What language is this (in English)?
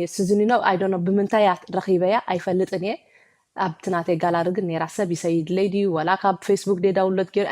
Tigrinya